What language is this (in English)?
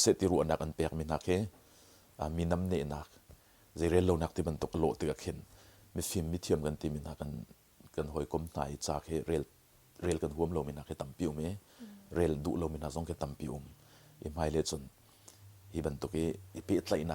Hakha Chin